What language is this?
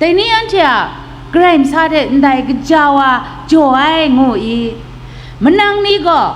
Kachin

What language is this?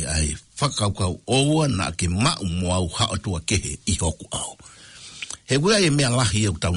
Tongan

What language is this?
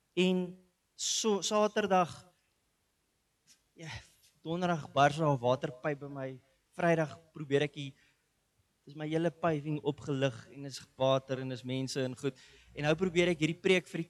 Afrikaans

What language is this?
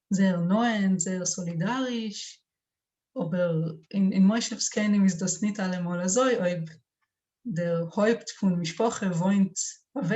Yiddish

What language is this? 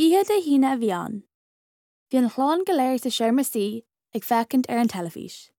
Irish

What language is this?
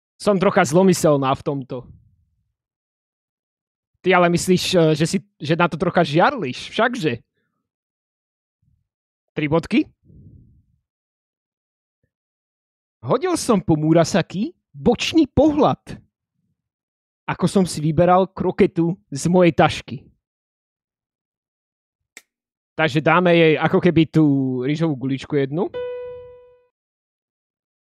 Slovak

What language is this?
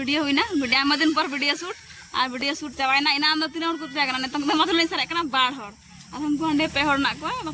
Santali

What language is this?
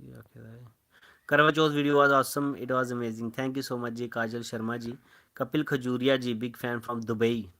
Dogri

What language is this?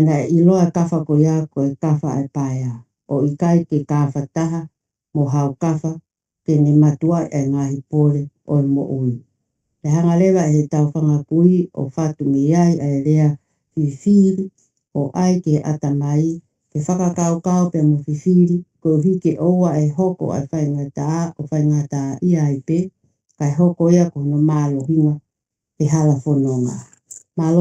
Tongan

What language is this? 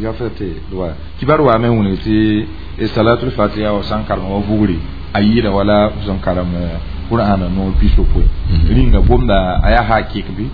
Mossi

